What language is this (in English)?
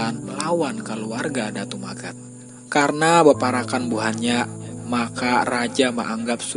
Banjar